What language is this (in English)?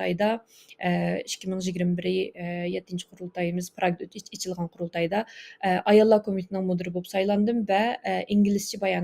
Uyghur